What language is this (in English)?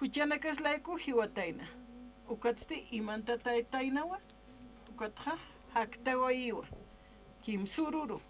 Aymara